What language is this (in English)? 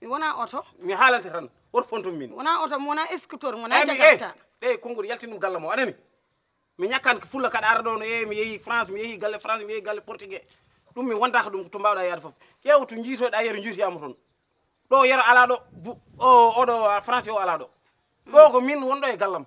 Fula